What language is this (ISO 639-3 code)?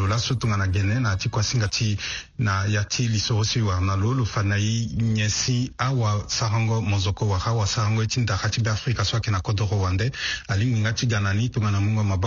sag